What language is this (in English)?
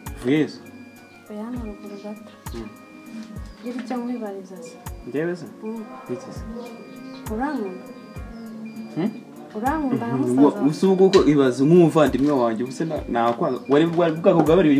Kinyarwanda